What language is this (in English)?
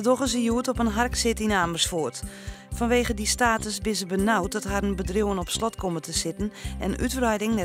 Western Frisian